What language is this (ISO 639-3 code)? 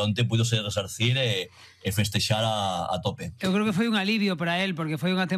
glg